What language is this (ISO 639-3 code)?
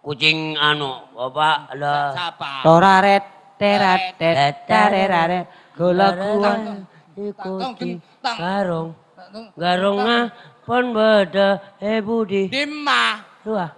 mad